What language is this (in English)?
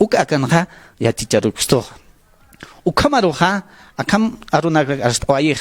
Aymara